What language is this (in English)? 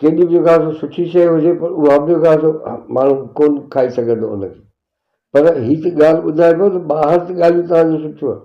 Sindhi